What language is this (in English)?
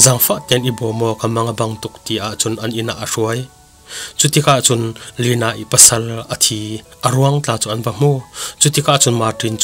Falam Chin